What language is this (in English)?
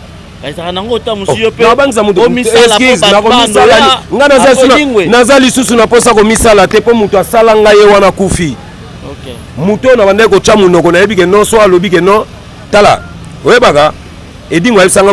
Lingala